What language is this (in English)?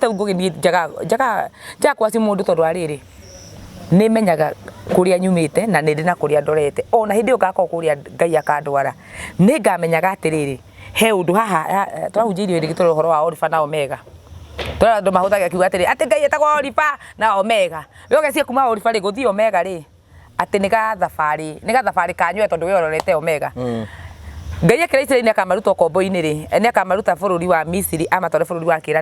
Kikuyu